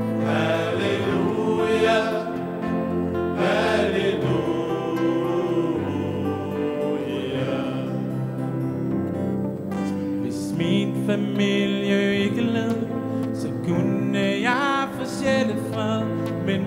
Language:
Danish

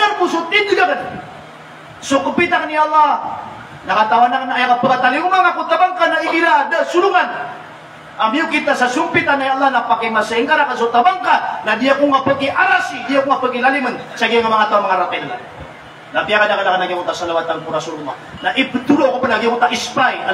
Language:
Maranao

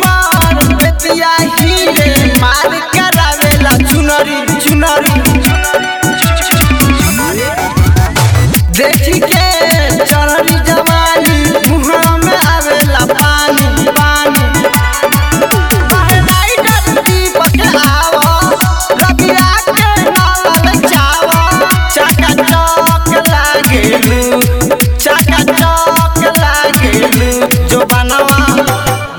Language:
Bhojpuri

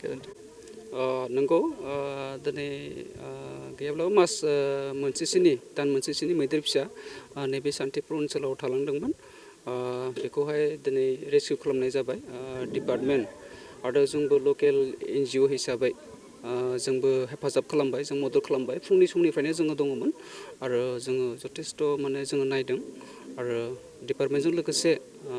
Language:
Bodo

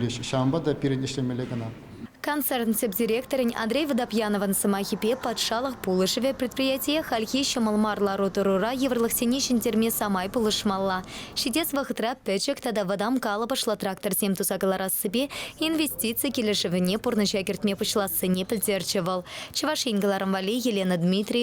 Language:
Chuvash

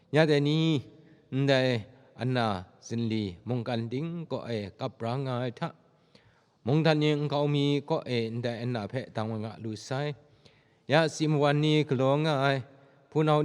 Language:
Kachin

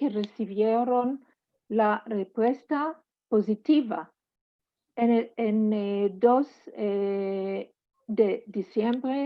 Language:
Ladino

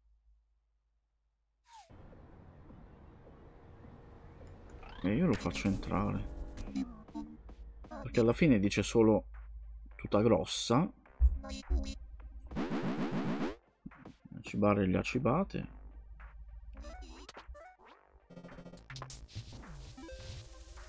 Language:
Italian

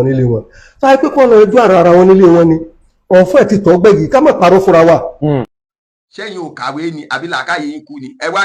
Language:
Yoruba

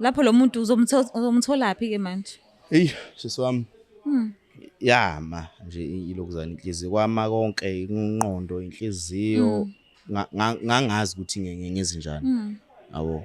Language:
Zulu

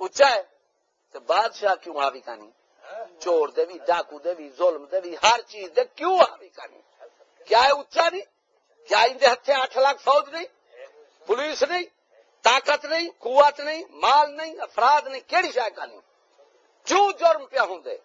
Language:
Saraiki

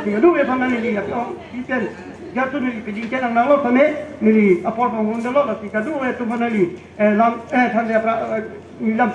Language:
Karbi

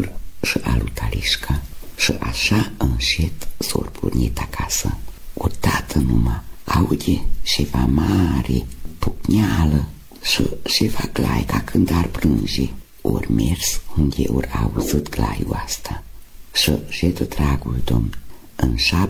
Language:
Romanian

